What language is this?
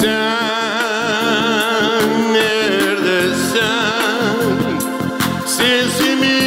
Gagauz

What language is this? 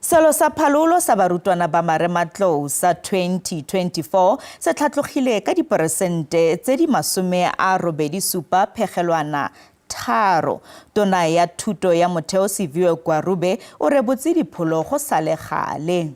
Tswana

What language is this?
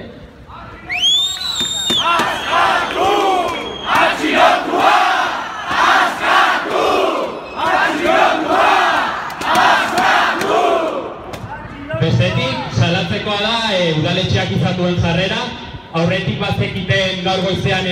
Basque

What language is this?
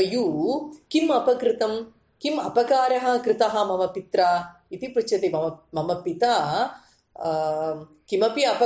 Sanskrit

